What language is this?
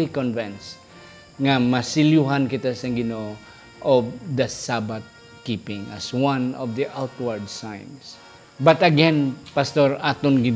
Hiligaynon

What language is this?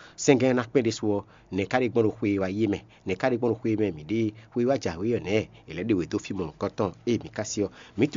Fon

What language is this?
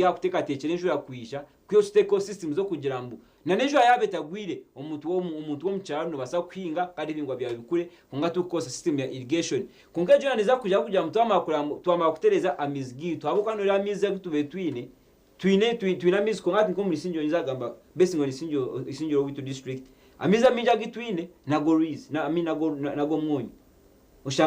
Nyankole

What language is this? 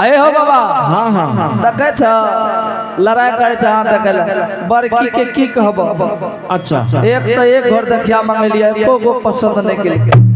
Angika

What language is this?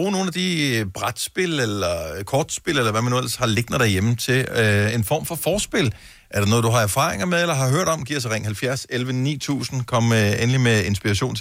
Danish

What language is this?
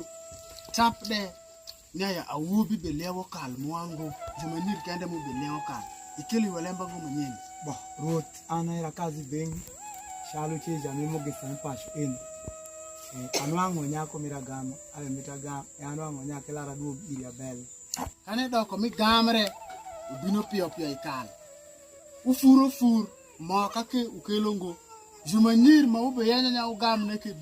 Alur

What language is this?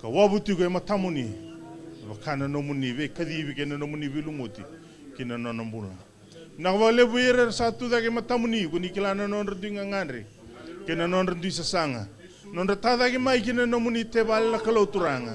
Fijian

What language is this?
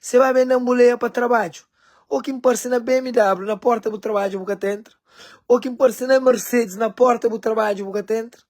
Kabuverdianu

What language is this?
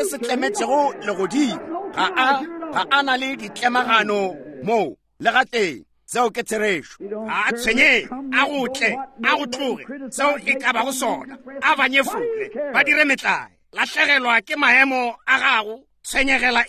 Northern Sotho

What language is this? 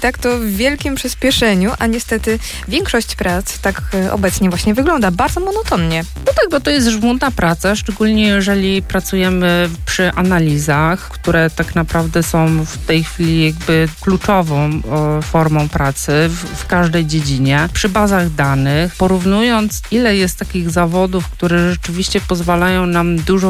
Polish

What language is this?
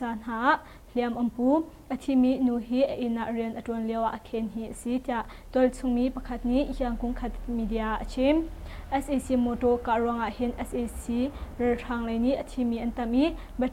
Hakha Chin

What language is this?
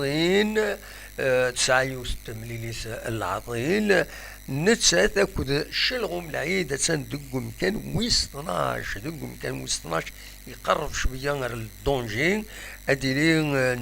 Kabyle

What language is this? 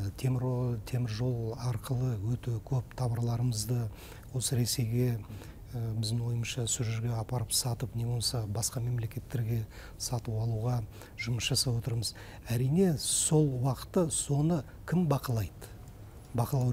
Kazakh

